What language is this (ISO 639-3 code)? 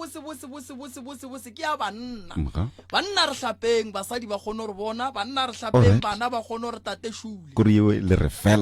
nso